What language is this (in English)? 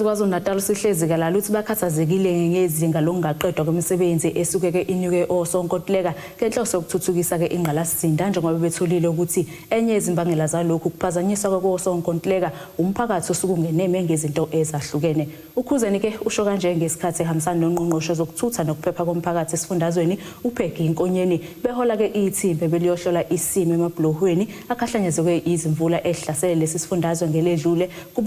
Zulu